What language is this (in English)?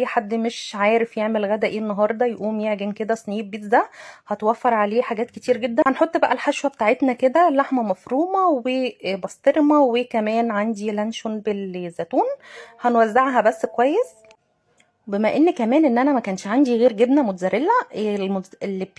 Egyptian Arabic